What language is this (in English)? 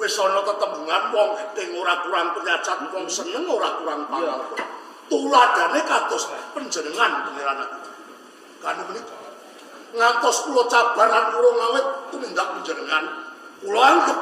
Javanese